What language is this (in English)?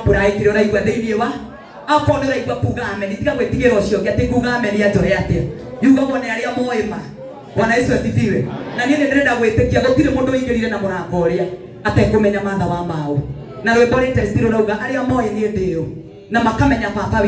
Kikuyu